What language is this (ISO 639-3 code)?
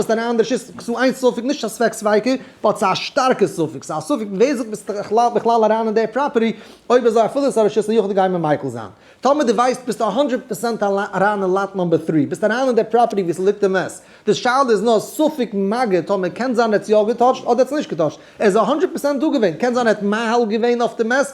yid